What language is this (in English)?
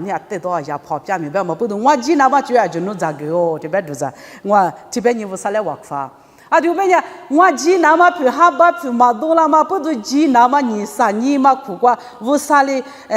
Lisu